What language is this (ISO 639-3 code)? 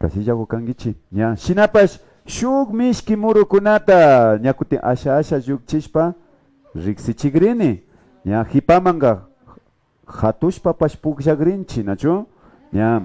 qvi